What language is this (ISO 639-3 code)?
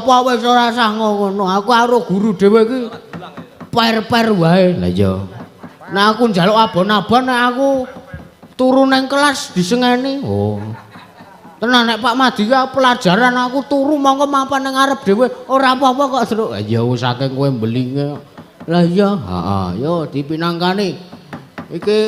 jav